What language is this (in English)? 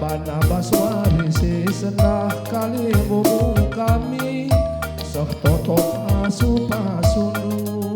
Batak Karo